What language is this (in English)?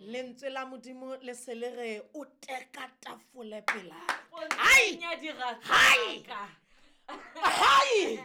Southern Sotho